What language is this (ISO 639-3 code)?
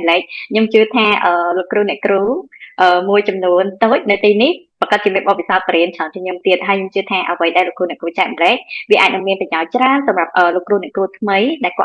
khm